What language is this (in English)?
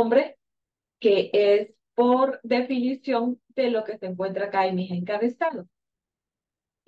Spanish